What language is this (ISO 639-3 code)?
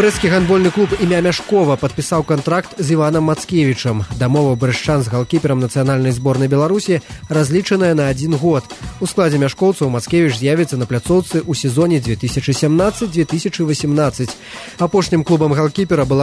bel